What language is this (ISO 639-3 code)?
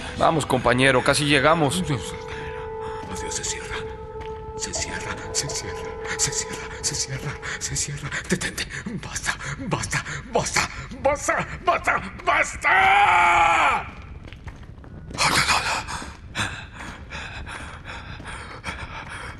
spa